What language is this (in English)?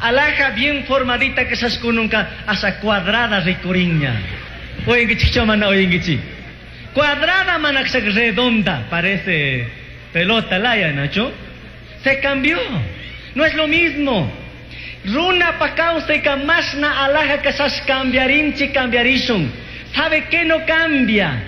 Chimborazo Highland Quichua